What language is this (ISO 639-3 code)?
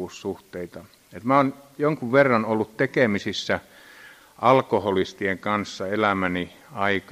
fin